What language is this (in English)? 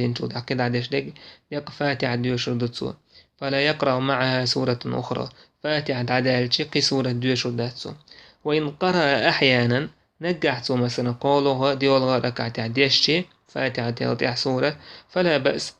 Chechen